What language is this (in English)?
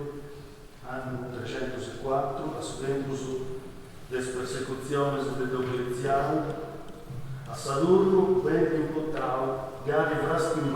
Sardinian